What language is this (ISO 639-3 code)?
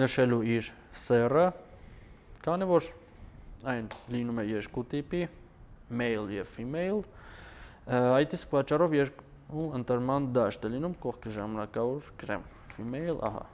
hye